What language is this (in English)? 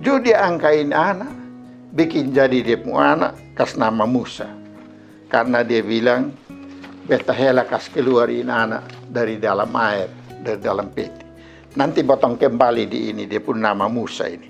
Kupang Malay